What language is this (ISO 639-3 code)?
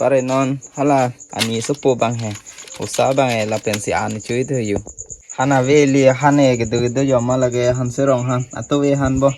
mjw